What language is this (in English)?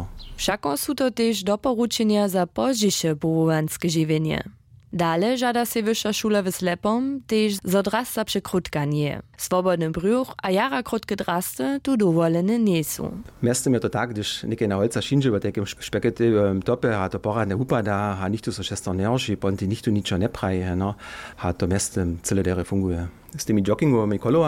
Upper Sorbian